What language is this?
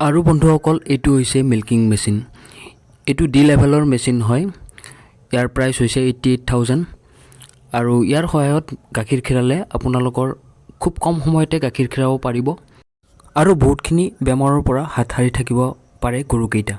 Assamese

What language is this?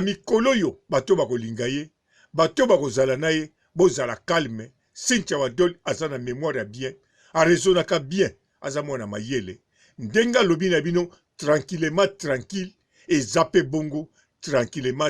Lingala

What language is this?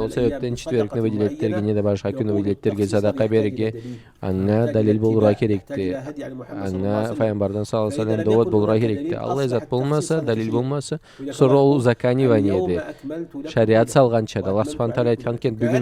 Karachay-Balkar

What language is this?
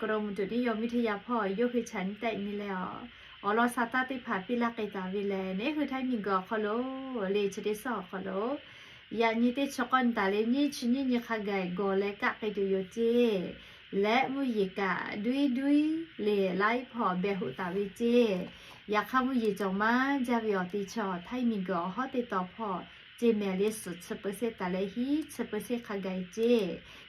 Lahu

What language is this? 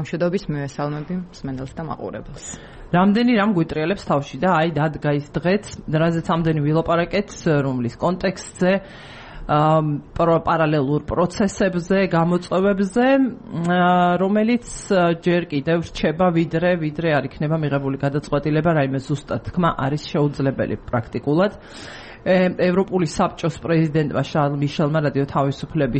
Georgian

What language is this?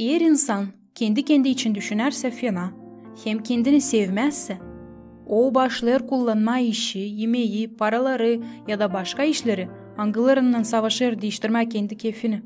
Gagauz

